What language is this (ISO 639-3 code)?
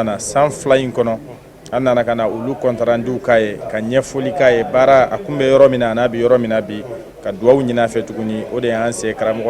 bam